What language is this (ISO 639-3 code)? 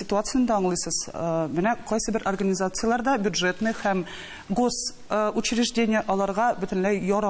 tat